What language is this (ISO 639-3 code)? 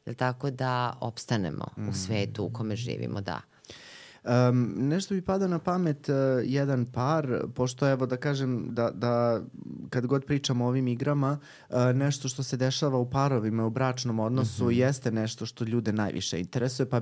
srp